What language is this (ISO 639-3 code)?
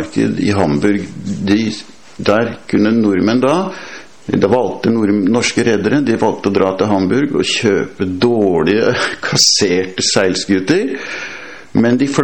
nor